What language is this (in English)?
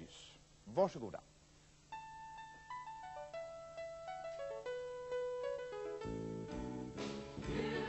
Swedish